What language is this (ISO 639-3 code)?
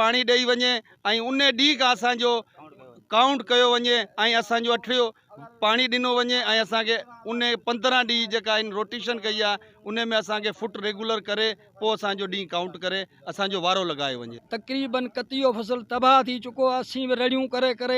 snd